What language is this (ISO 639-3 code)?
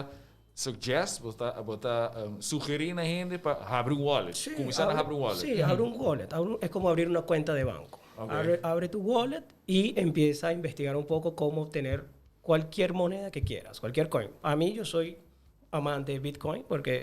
pap